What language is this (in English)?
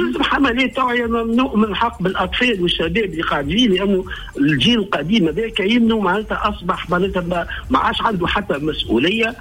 Tunisian Arabic